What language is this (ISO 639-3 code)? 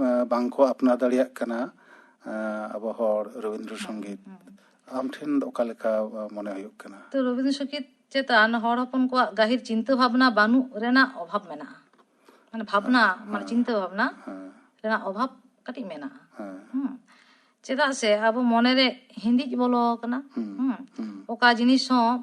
sat